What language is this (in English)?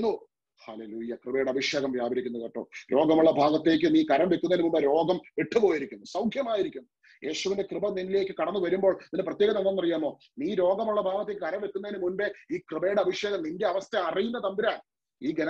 Malayalam